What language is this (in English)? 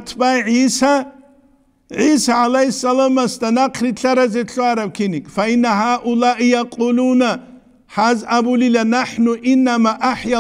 Avaric